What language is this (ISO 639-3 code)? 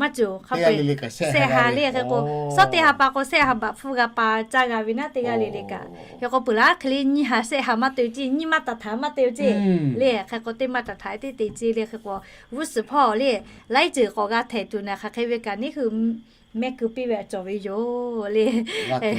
lhu